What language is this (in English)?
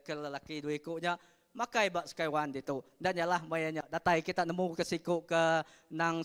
Iban